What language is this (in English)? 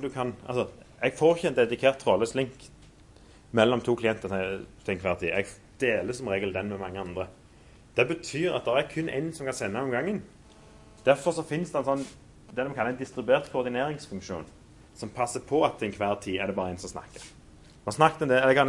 Norwegian